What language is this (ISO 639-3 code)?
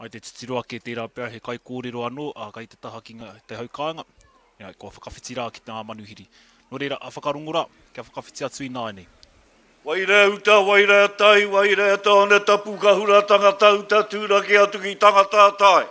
mri